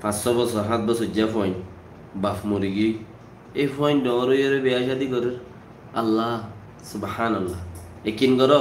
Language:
Rohingya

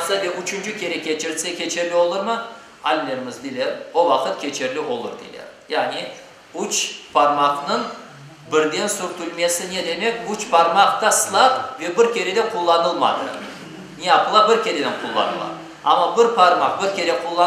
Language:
Crimean Tatar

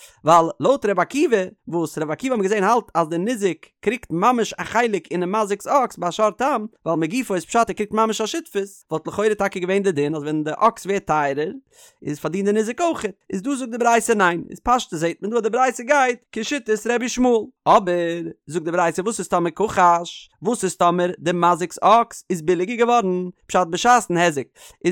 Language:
Yiddish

